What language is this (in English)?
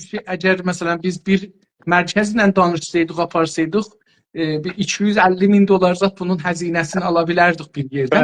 South Azerbaijani